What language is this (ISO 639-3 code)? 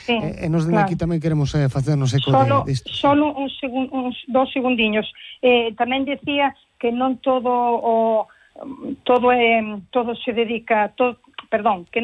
glg